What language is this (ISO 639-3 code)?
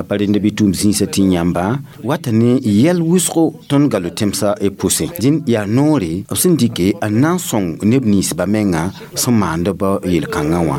mos